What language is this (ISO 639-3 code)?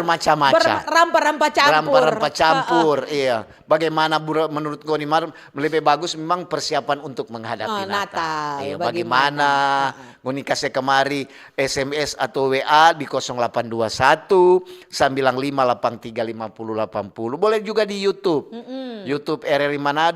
xmm